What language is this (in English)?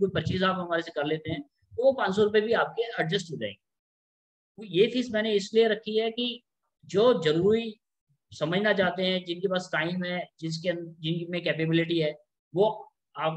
Hindi